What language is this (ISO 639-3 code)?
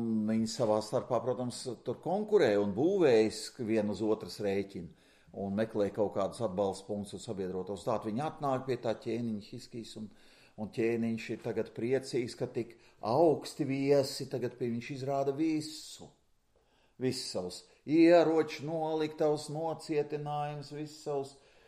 lav